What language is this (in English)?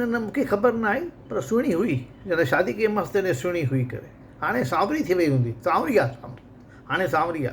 Sindhi